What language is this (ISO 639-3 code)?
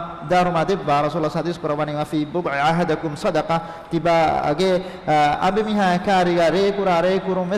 div